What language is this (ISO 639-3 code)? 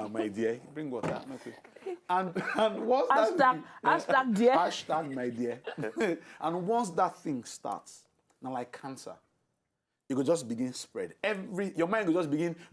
pcm